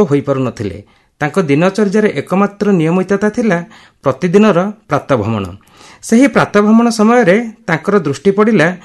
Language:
Odia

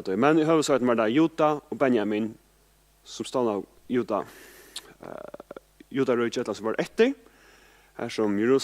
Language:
Faroese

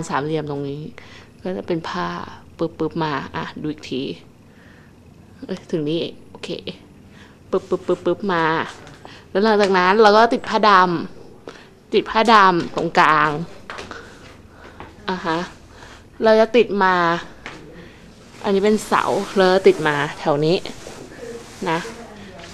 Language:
Thai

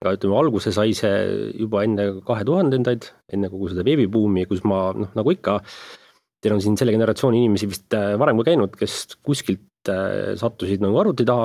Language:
Estonian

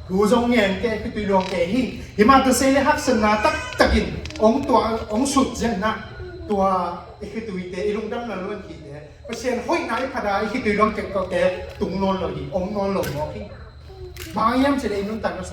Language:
Tedim Chin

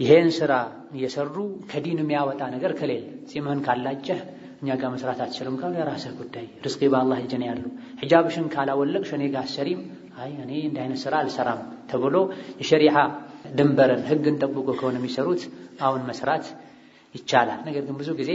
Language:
Amharic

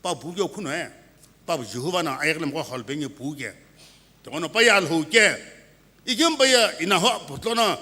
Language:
Sumi Naga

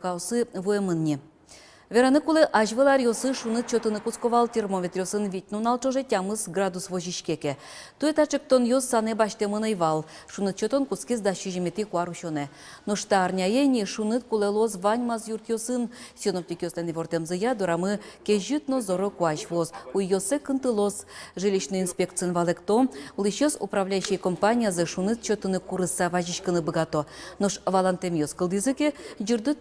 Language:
Udmurt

